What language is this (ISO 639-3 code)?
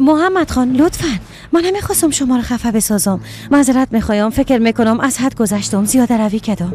fas